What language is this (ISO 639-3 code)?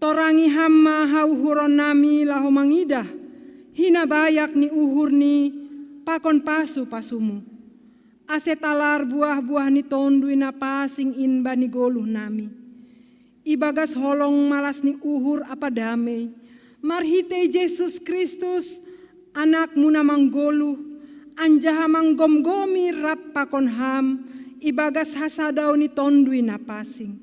bts